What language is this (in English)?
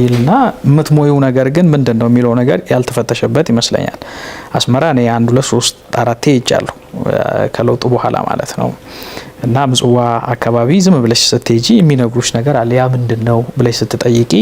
Amharic